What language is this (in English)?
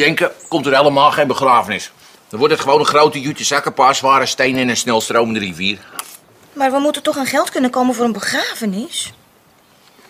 Dutch